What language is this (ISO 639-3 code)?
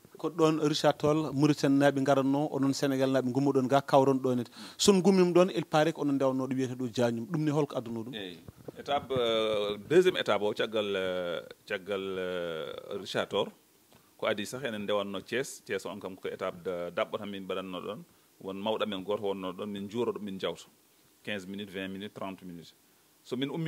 ful